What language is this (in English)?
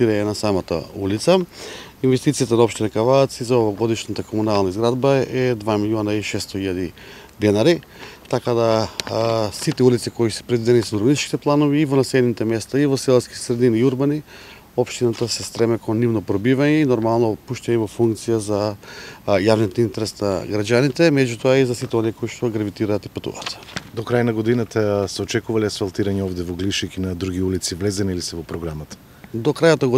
Macedonian